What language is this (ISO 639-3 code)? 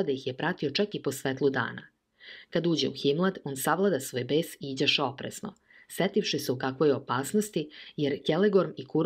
srp